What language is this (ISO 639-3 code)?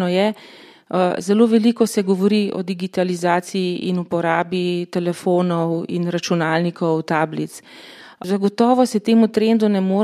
slv